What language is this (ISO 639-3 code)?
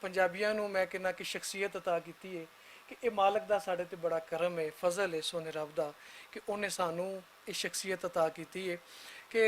lah